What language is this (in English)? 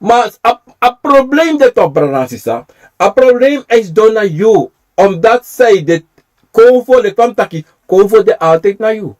Sranan Tongo